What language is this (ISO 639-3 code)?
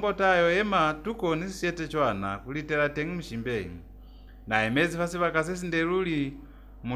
loz